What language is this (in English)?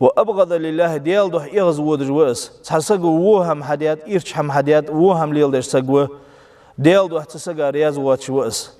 Ingush